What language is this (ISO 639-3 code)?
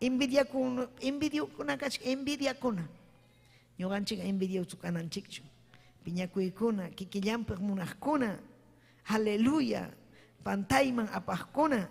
quy